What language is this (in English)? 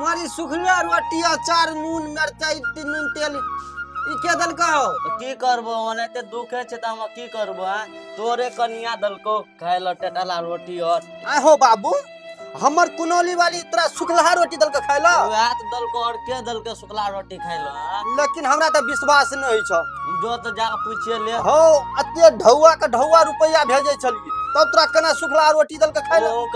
Maithili